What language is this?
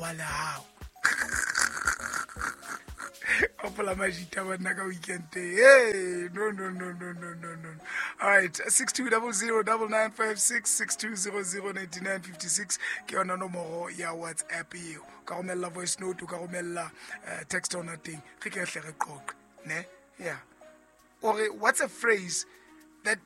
Southern Sotho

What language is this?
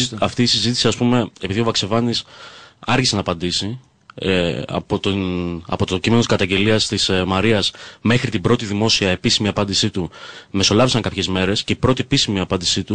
Greek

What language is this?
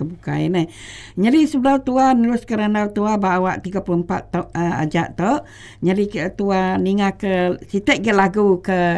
Iban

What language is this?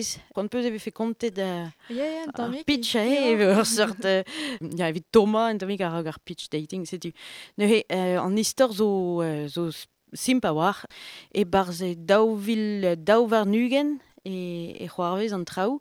Breton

